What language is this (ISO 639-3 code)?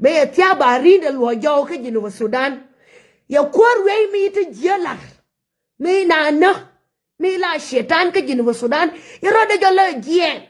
nus